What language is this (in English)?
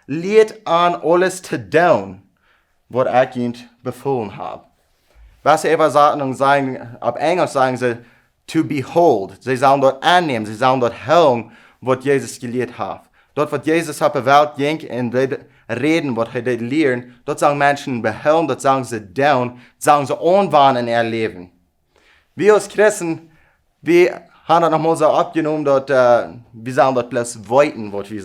Plautdietsch